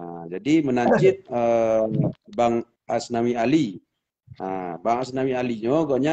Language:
Achinese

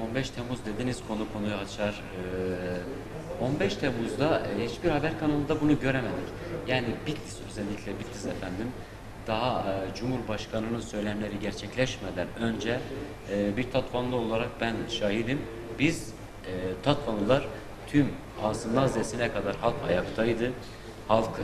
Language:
Turkish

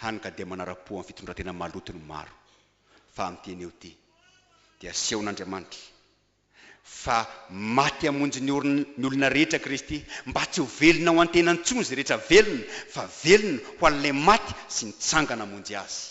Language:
Malagasy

